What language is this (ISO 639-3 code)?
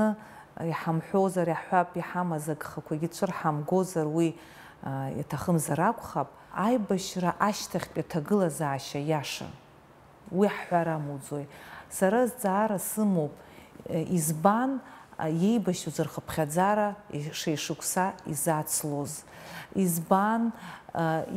abk